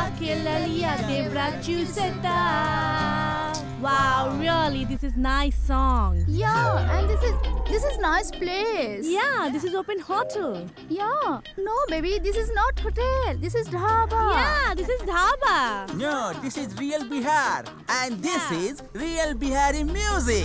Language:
Bhojpuri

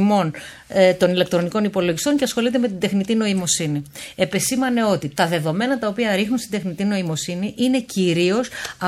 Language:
Greek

